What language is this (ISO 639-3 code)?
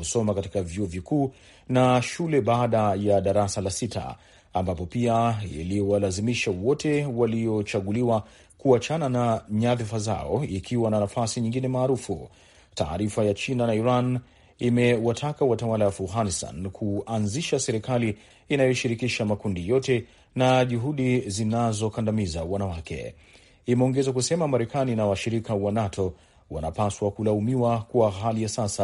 swa